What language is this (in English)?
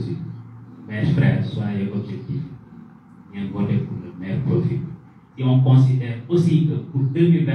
Wolof